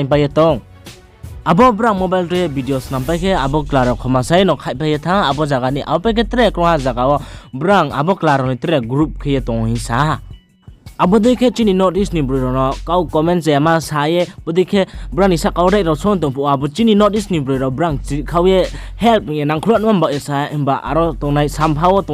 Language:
Riang (India)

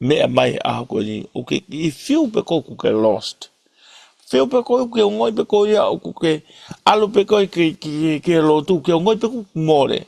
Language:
Tongan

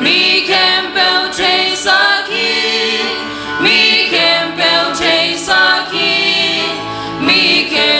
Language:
Tedim Chin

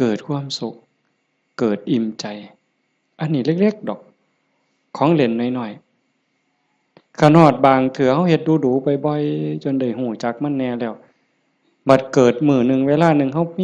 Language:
Northeastern Thai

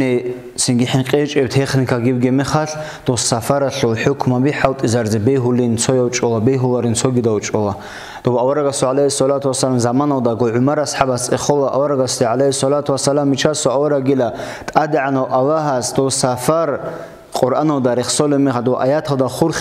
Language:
Avaric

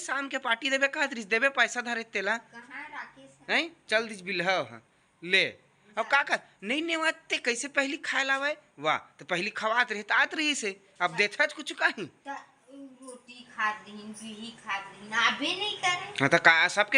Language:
Chhattisgarhi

